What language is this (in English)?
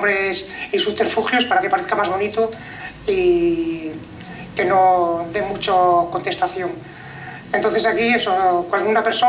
Spanish